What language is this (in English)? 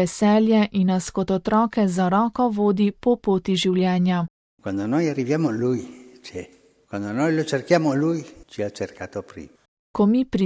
Slovenian